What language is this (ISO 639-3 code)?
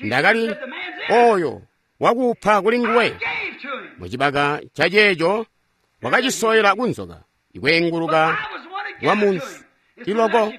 toi